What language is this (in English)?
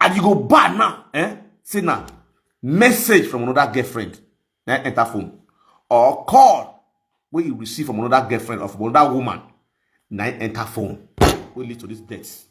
Nigerian Pidgin